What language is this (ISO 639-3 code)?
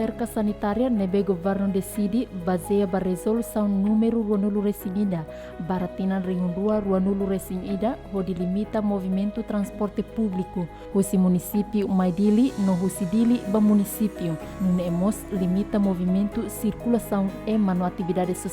tet